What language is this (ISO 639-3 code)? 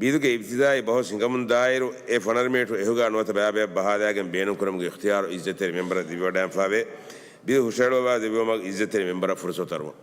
div